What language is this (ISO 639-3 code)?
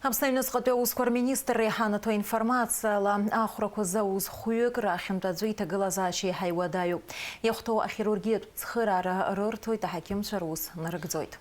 abk